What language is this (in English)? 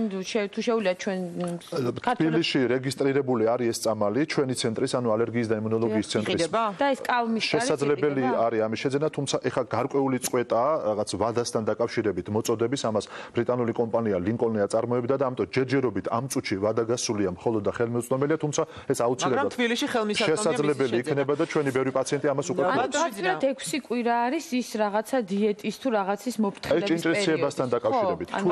Georgian